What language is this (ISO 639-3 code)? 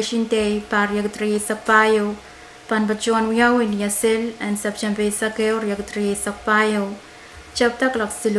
pon